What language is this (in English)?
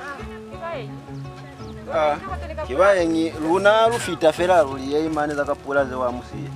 Lozi